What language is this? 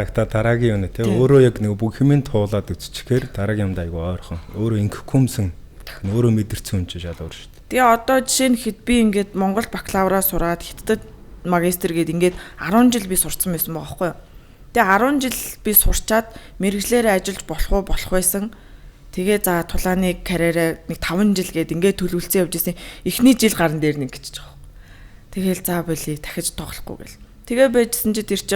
Mongolian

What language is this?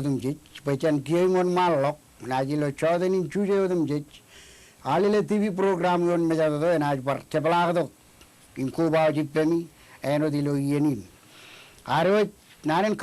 Marshallese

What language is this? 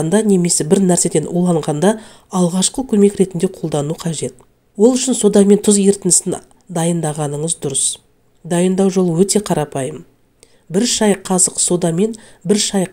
Kazakh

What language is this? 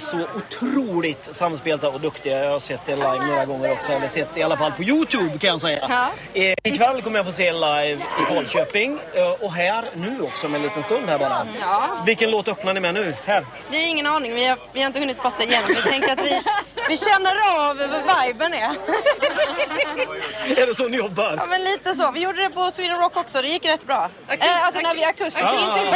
Swedish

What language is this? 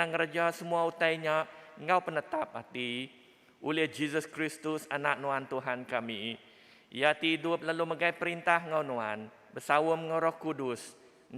Iban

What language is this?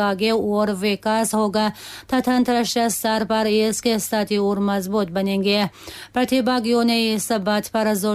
Tajik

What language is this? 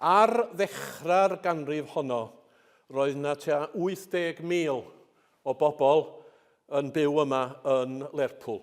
Welsh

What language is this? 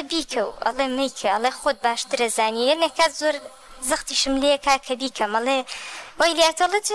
Central Kurdish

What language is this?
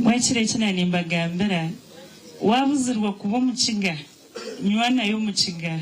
Nyankole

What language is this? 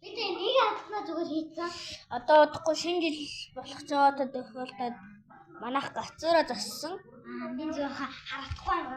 Mongolian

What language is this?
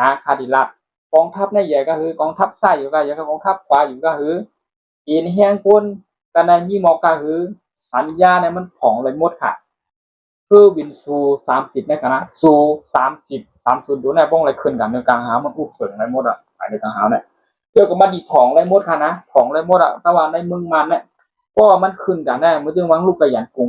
Shan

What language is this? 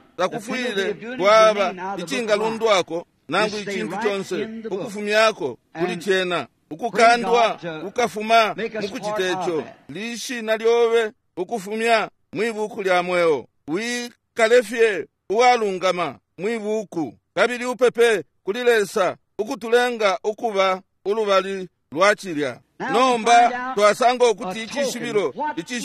Bemba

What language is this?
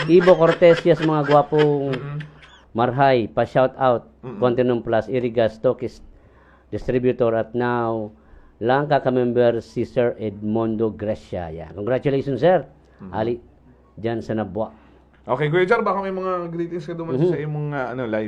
Bikol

